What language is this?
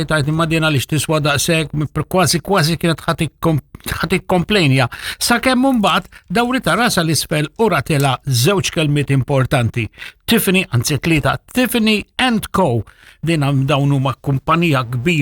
Maltese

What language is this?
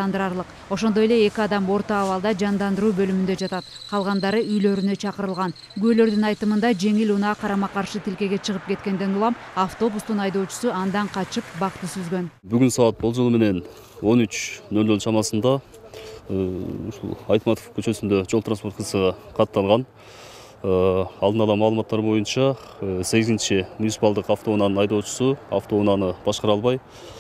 Kyrgyz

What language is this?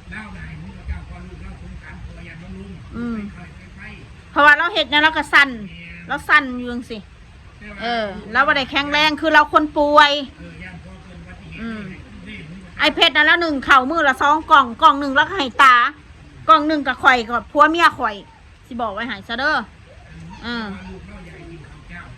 Northeastern Thai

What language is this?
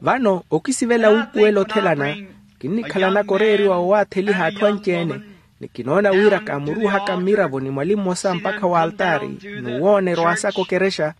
Makhuwa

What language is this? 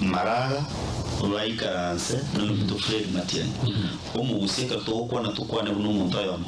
Gusii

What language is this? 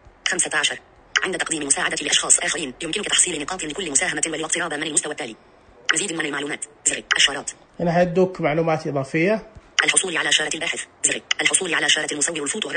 Najdi Arabic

